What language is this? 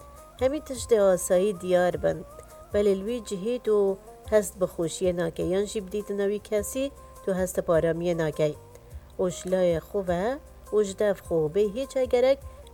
Kurdish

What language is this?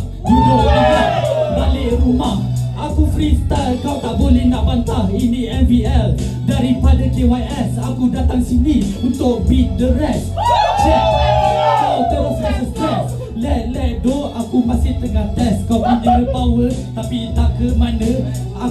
Malay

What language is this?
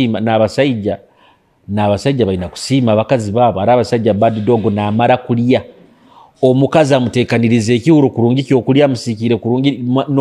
Nyoro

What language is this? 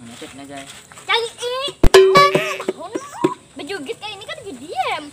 Banjar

